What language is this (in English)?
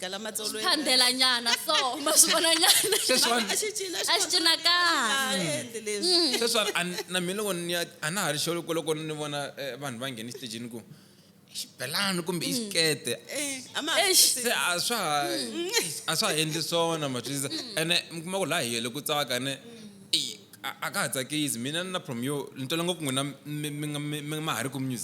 Tsonga